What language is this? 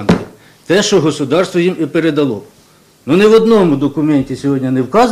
Ukrainian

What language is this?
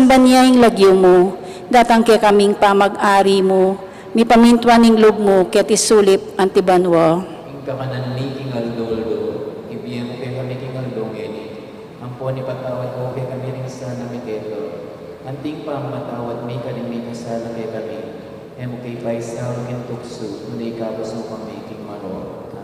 Pampanga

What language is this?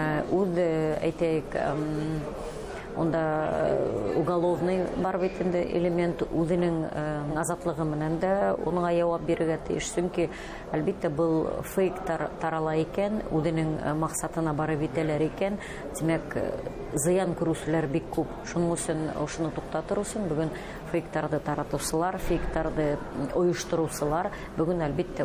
Bashkir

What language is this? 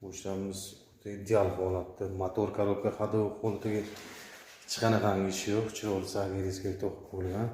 Uzbek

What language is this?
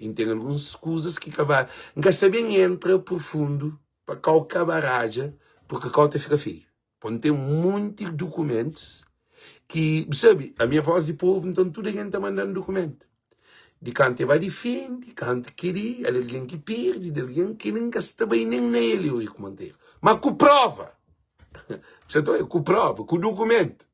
Kabuverdianu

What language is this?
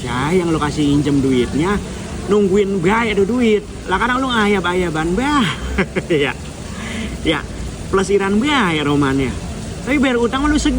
Betawi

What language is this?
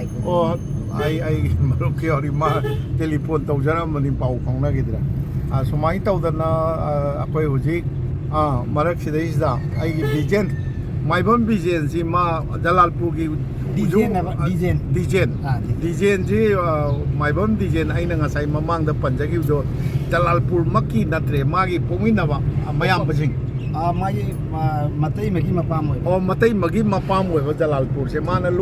Manipuri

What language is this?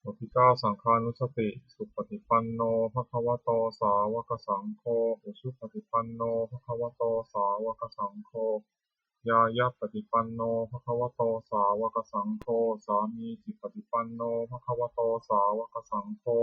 Pali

